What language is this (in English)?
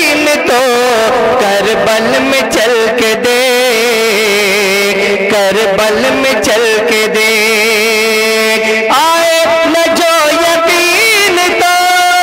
Urdu